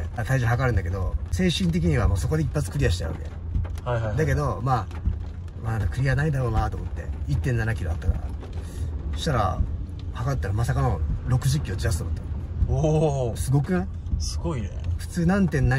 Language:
Japanese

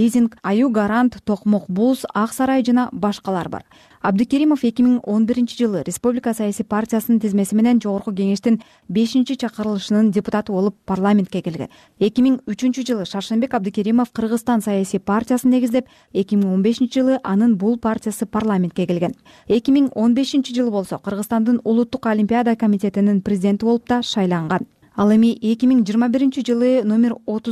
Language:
Kyrgyz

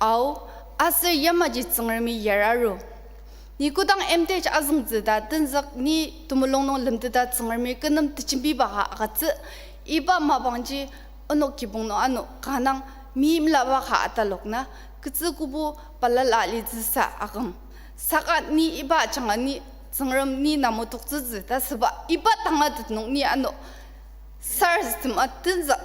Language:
Ao Naga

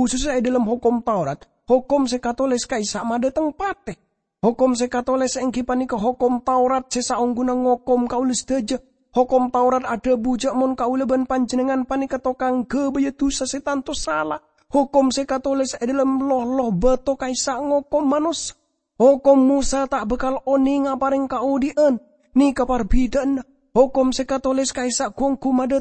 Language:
Madurese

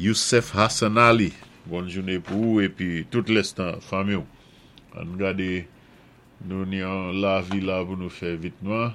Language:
Saint Lucian Creole French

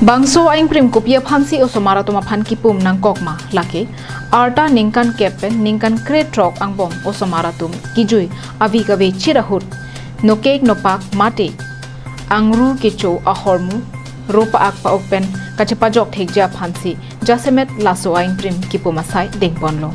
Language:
Karbi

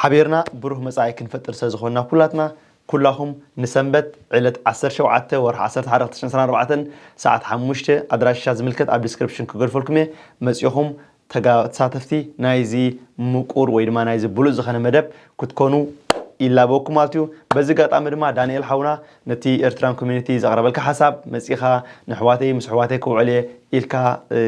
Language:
Tigrinya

